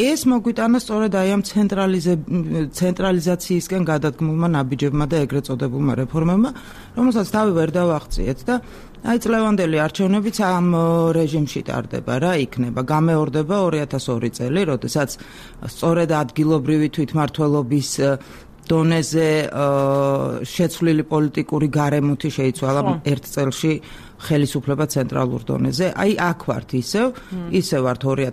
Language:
Georgian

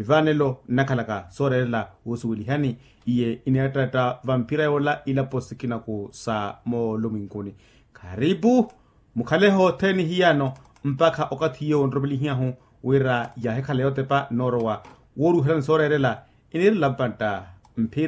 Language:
Makhuwa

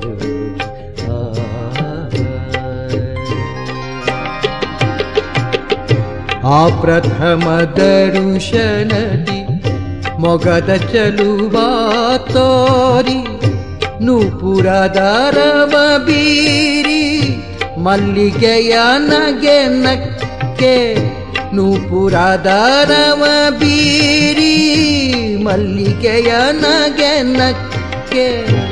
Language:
Kannada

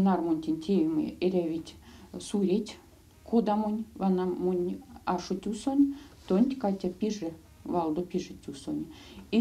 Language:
Erzya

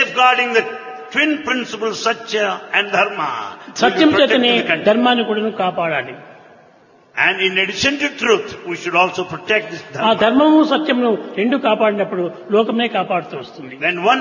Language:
Telugu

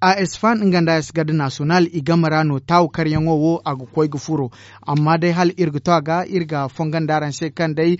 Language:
Zarma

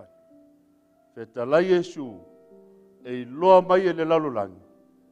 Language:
Samoan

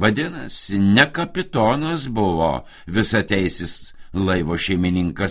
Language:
Lithuanian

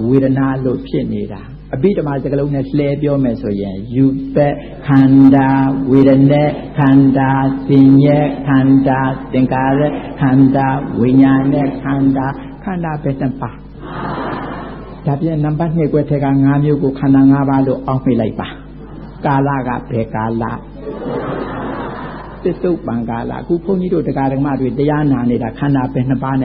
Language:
Burmese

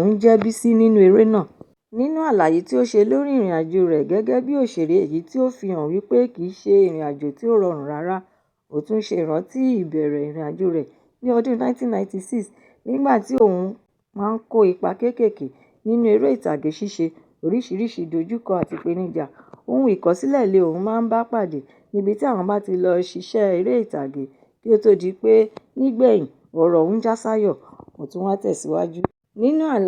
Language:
Yoruba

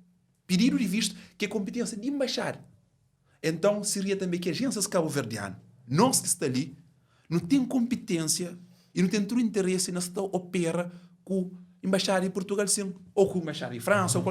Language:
Kabuverdianu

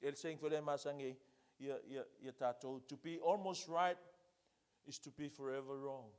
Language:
Samoan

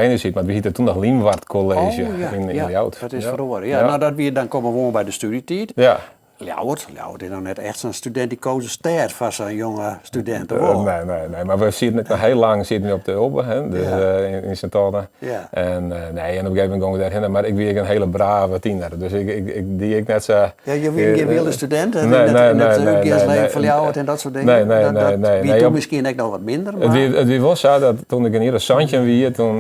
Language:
Western Frisian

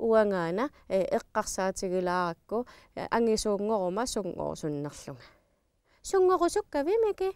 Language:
Kalaallisut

